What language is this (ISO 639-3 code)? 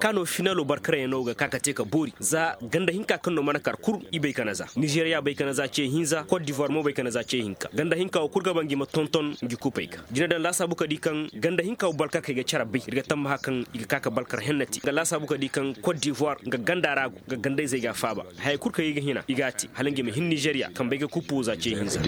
ses